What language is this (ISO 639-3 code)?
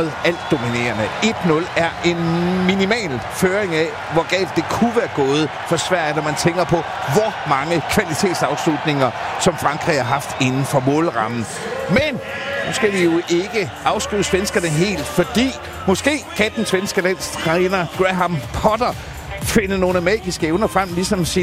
dan